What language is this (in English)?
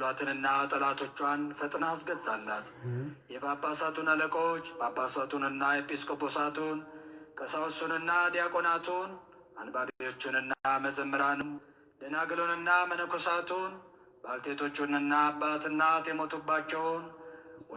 Amharic